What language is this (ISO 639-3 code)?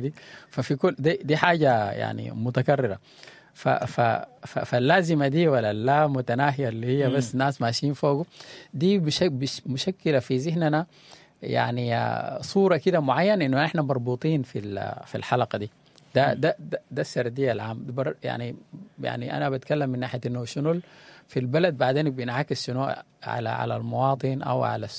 apd